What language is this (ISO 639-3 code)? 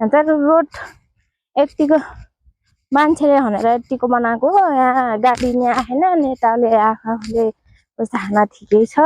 nep